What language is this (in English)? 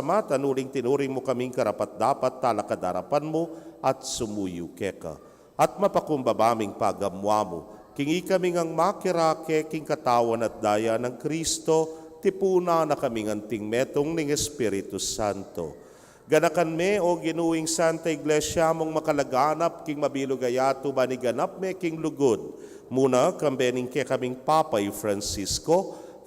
Pampanga